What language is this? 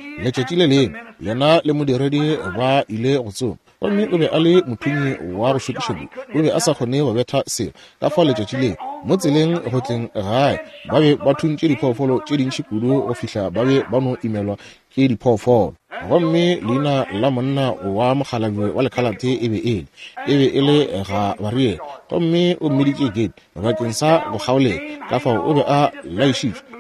Northern Sotho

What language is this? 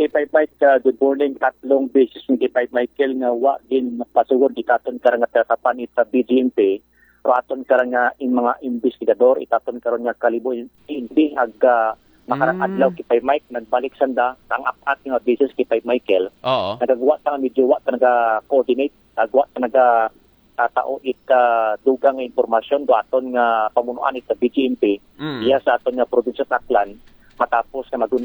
Aklanon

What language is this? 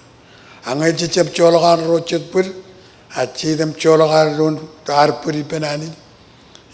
Marshallese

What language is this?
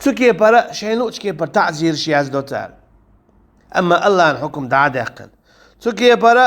Chechen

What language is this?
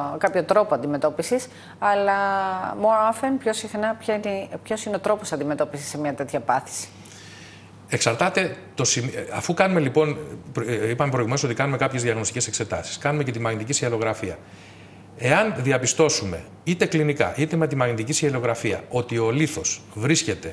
Greek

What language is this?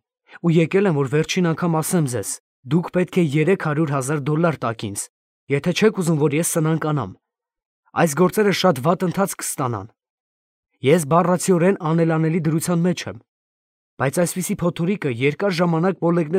Armenian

